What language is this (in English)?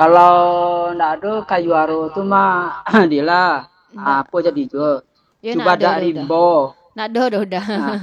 Minangkabau